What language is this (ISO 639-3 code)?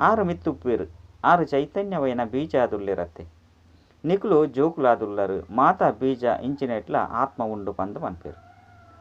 tcy